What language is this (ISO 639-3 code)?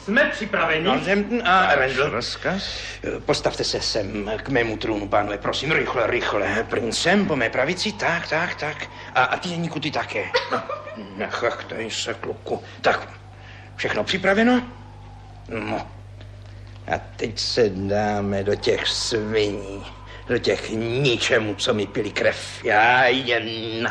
ces